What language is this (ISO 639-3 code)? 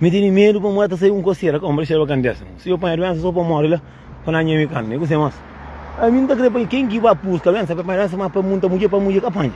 kea